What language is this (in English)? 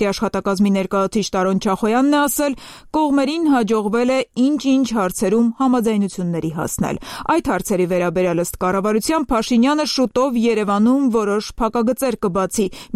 Armenian